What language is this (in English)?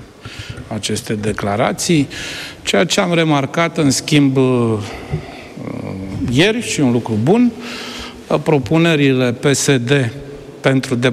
Romanian